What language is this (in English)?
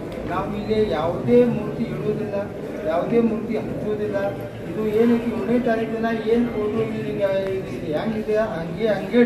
Kannada